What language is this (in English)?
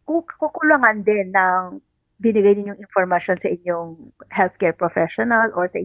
Filipino